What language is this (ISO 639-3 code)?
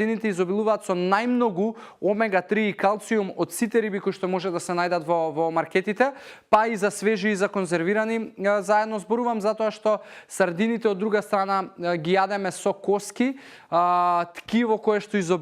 mkd